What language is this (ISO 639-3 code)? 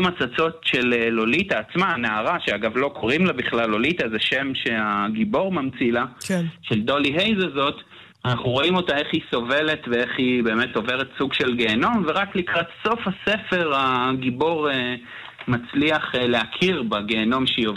heb